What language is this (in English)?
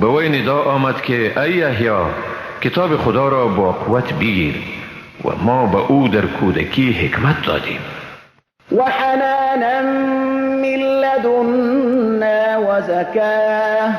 Persian